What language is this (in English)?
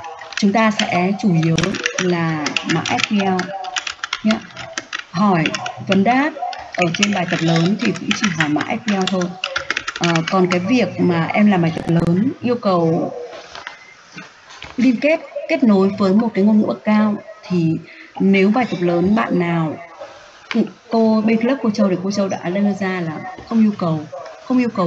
Vietnamese